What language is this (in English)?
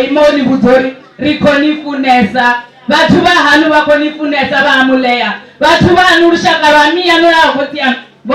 Venda